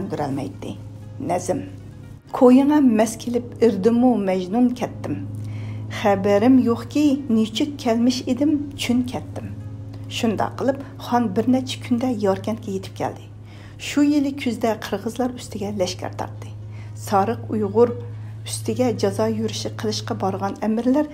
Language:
Uyghur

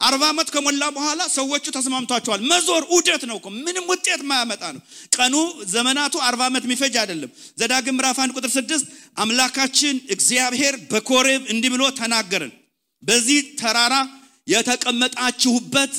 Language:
Amharic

